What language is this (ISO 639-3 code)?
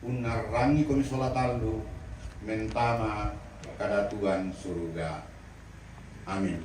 sda